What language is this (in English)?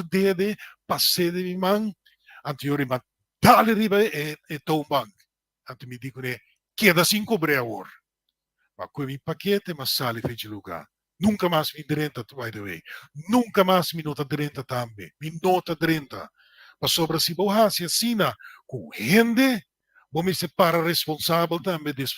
Papiamento